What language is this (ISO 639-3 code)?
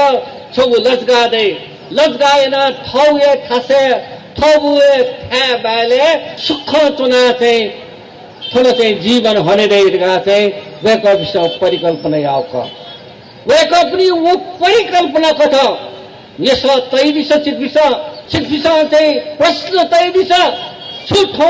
new